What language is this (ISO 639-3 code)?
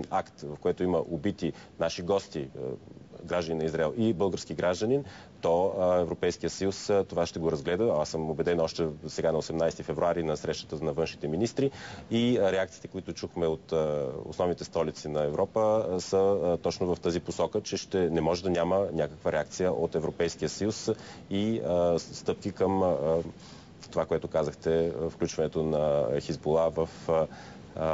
bul